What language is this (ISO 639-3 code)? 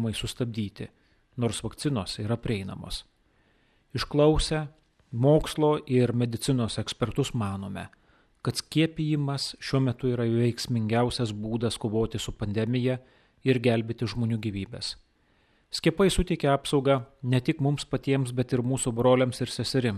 lit